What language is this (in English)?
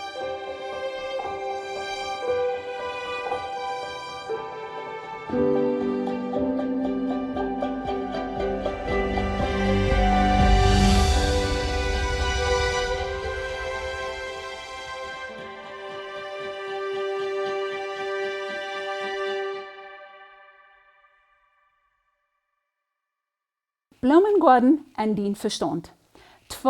Plautdietsch